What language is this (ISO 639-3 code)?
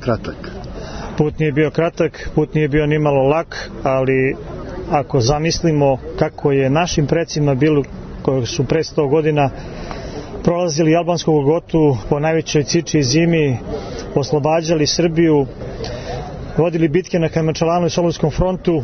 srp